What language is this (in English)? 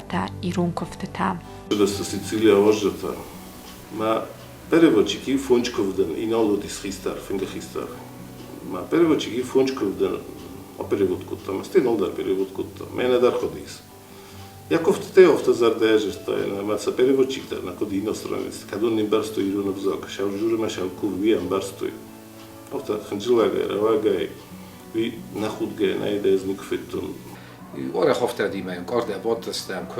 Ossetic